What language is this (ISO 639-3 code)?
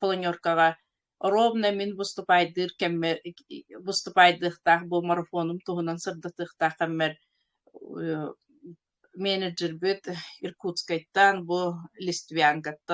sah